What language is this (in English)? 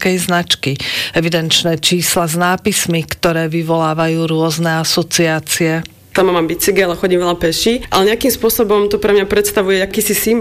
Slovak